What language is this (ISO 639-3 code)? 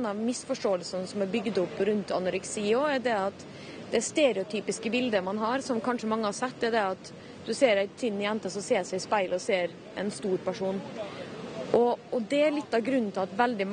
nor